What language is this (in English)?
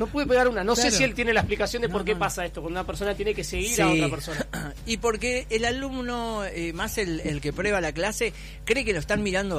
Spanish